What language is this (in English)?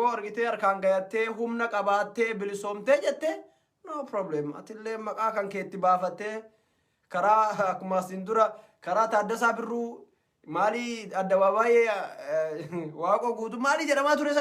Oromo